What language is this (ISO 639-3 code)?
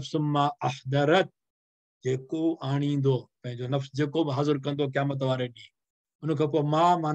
snd